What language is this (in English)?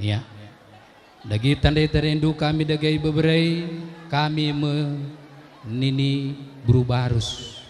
Batak Karo